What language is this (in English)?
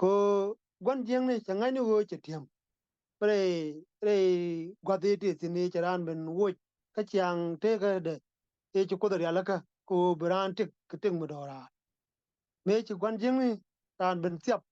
Nuer